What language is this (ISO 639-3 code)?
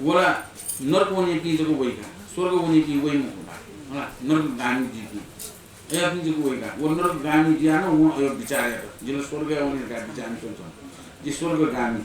new